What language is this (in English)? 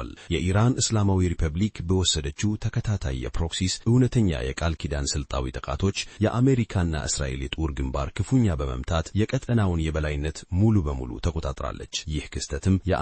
Amharic